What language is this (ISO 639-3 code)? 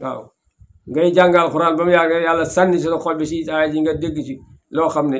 wol